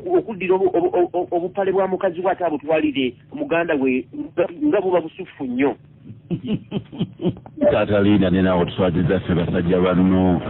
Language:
Ganda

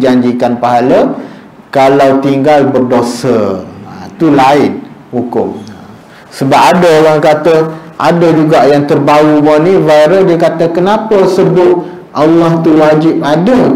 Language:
Malay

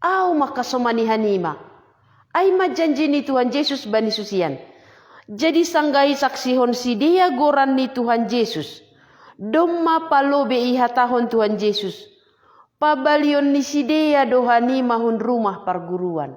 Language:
Batak Simalungun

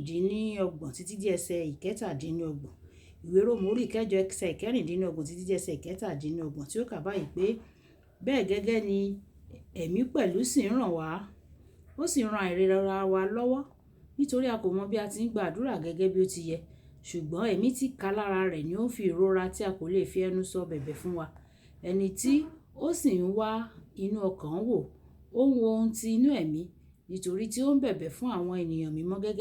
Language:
Yoruba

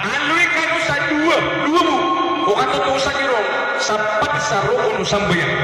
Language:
Maranao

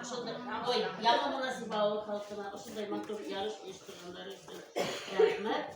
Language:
Bashkir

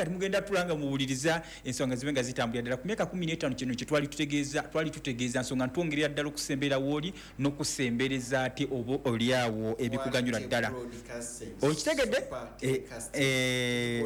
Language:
Ganda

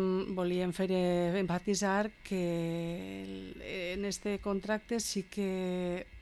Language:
Catalan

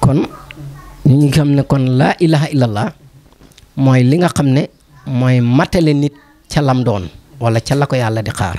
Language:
Wolof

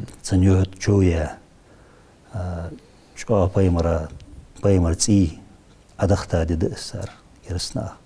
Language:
Ingush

